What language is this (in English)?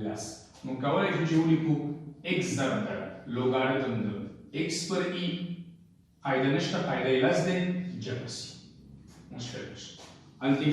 Pashto